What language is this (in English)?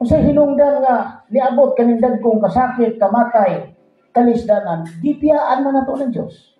Cebuano